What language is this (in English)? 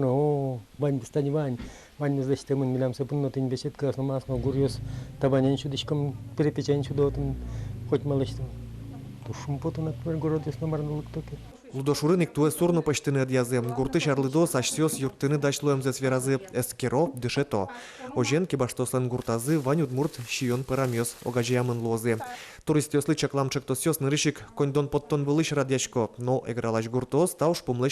Udmurt